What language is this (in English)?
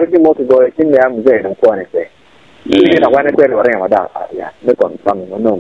Acoli